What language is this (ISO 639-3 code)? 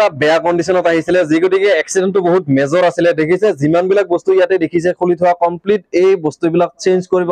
asm